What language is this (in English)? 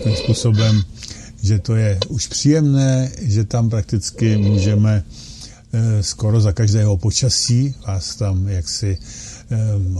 Czech